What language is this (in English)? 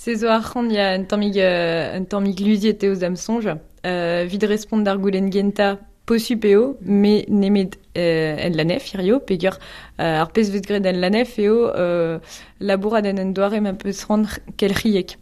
Breton